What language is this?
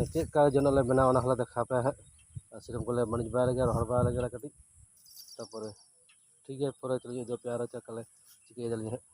Santali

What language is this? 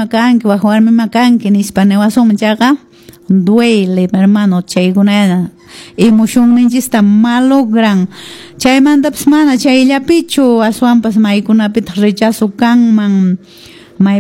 Quechua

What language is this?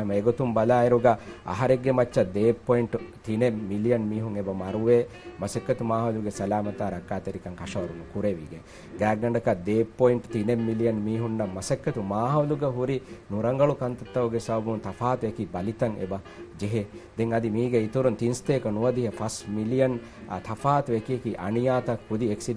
Divehi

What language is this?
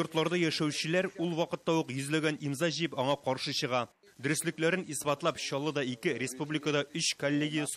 Tatar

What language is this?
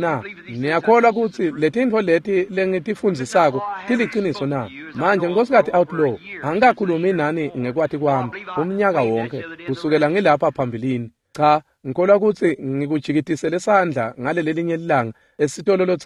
Swati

